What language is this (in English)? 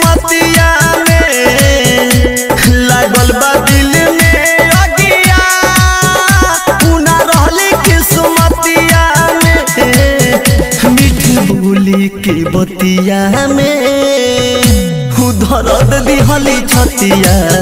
Bhojpuri